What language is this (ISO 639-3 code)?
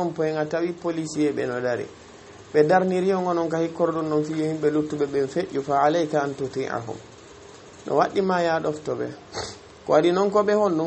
ful